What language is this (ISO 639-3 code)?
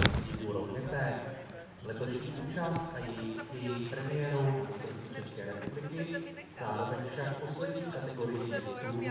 ces